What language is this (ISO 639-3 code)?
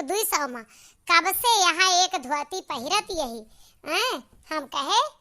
awa